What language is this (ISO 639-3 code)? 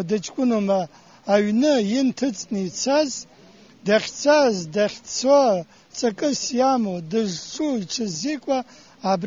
abk